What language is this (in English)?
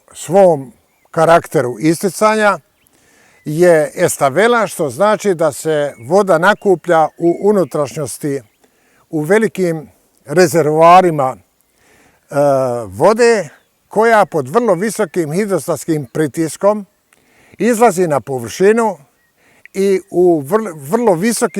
Bosnian